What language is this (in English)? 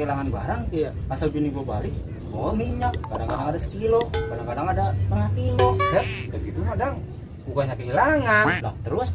Betawi